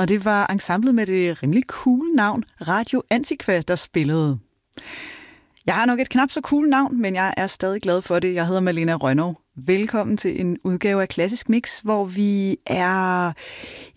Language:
Danish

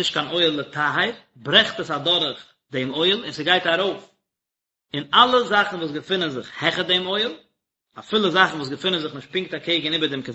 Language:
Yiddish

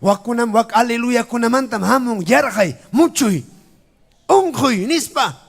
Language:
Ayacucho Quechua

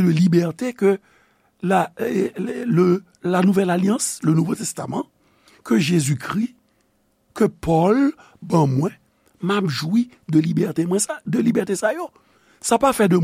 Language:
Haitian Creole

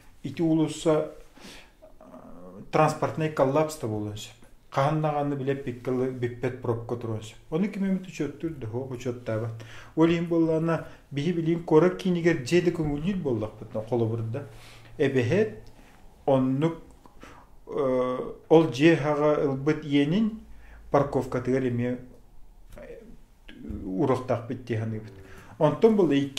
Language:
Yakut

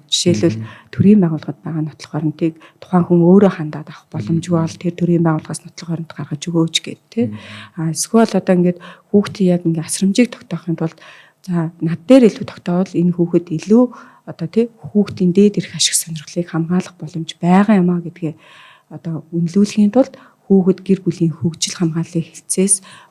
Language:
Mongolian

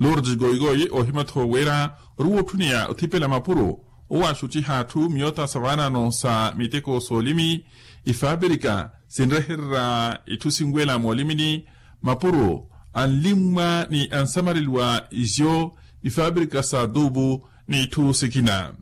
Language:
Makhuwa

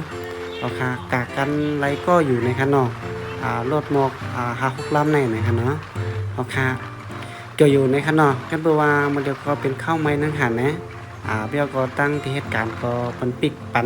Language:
Shan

